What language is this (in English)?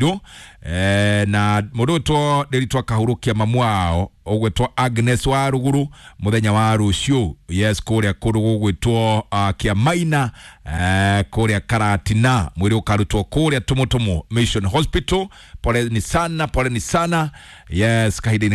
Kikuyu